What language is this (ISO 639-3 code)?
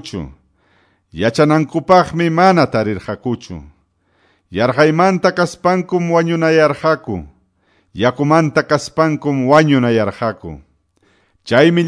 que